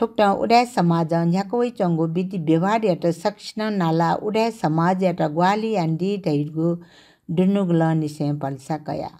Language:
Newari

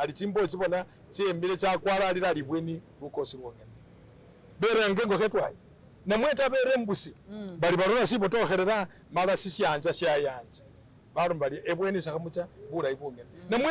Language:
Masaaba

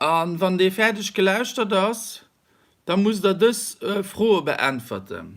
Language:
Luxembourgish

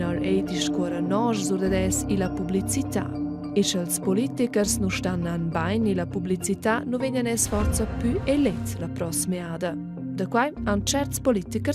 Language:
Romansh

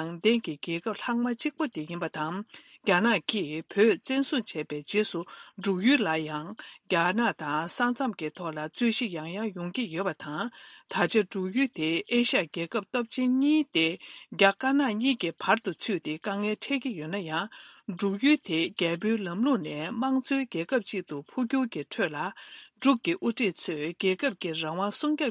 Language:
Tibetan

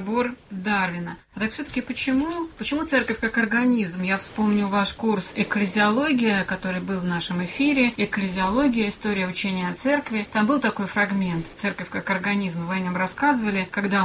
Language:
Russian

